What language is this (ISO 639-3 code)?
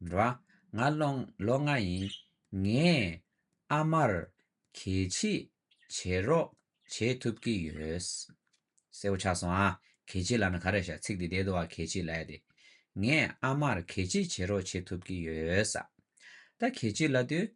bod